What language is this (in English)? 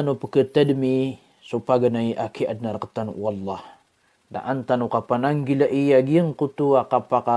Maranao